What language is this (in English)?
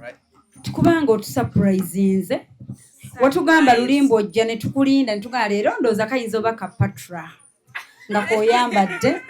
Ganda